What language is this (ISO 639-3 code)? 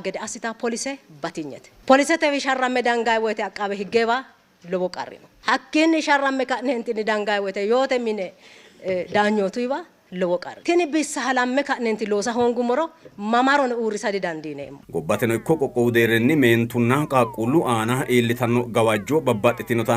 sid